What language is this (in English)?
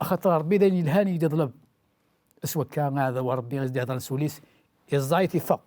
Kabyle